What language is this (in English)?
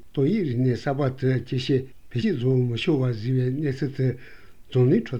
Korean